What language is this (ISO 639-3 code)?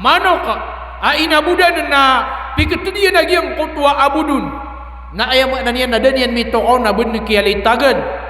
mrw